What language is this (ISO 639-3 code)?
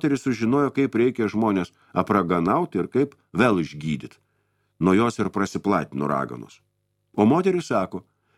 lit